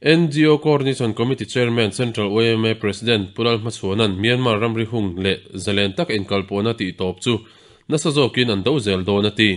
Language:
Mizo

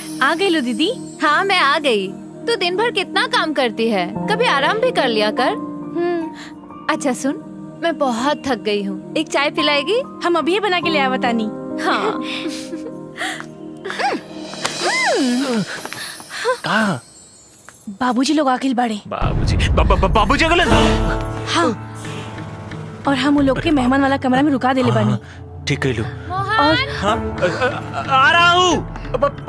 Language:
Bhojpuri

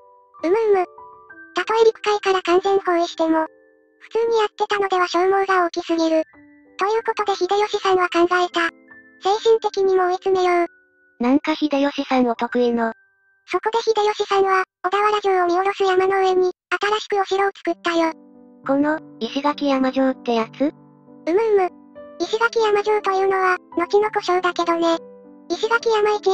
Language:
Japanese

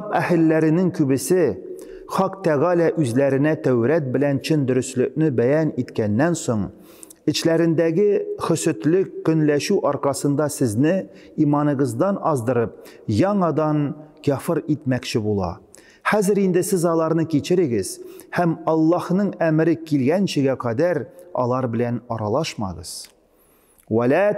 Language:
Tatar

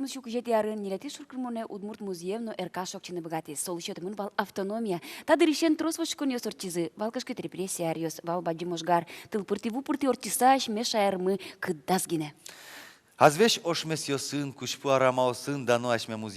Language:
Udmurt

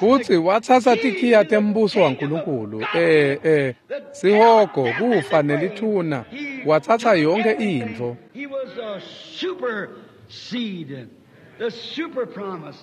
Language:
Swati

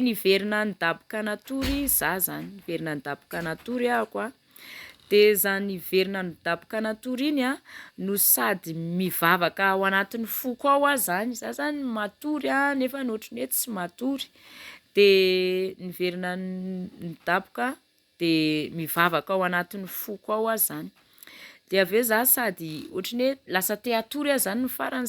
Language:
Malagasy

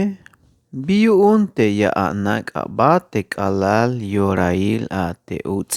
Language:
Tzeltal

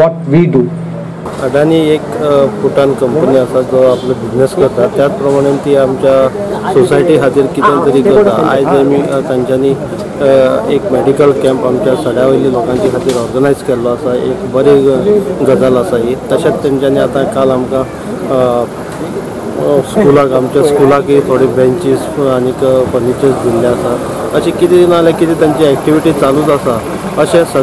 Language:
Konkani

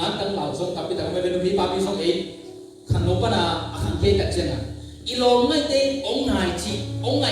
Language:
Tedim Chin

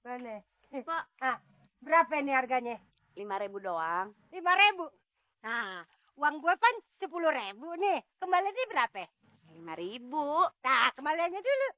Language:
Betawi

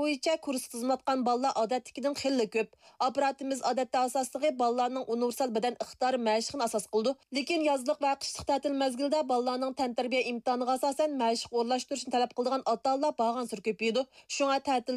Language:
Uyghur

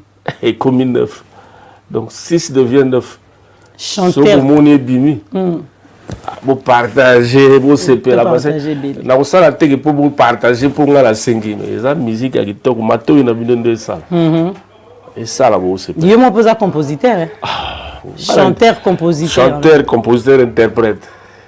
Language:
Lingala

